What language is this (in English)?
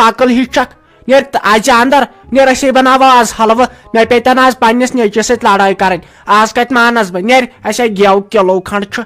Kashmiri